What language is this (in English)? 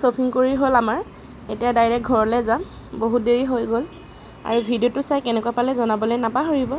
Assamese